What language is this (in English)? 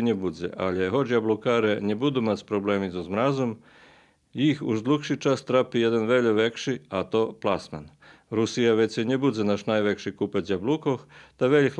Rusyn